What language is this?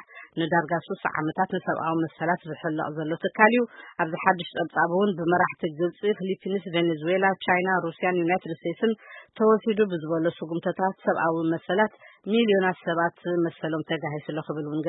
Tigrinya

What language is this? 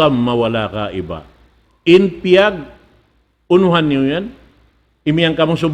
Tausug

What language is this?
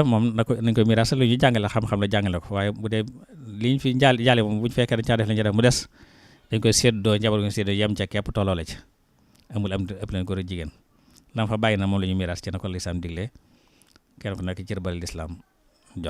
Wolof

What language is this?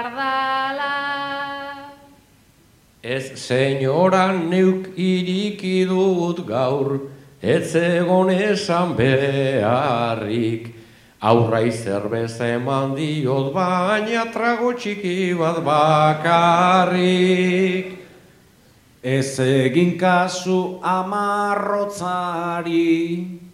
Basque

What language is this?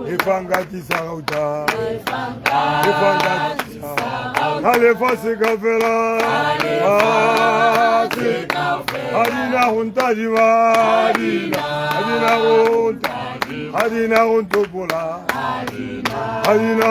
Tswana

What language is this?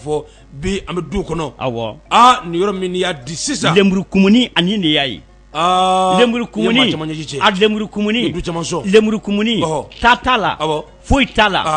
Bambara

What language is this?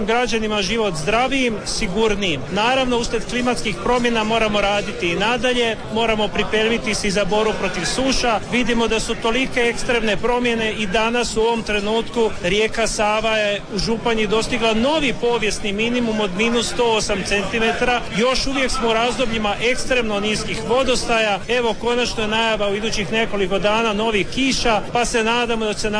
Croatian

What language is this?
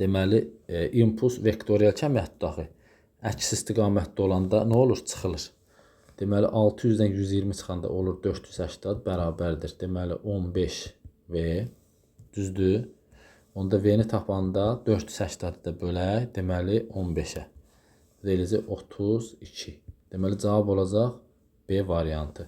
Azerbaijani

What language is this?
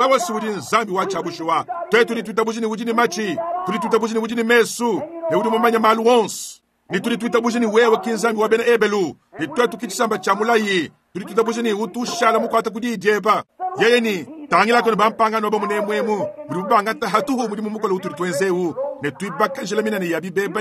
Luba-Lulua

